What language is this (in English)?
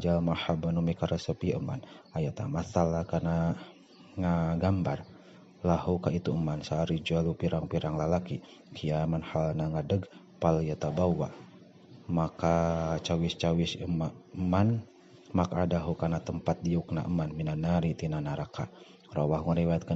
Sundanese